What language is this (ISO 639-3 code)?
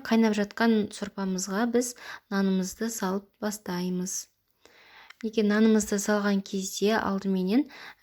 kaz